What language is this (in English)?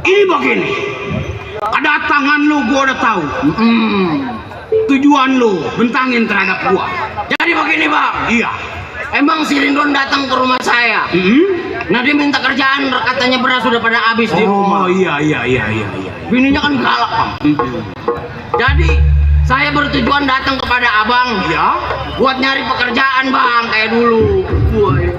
Betawi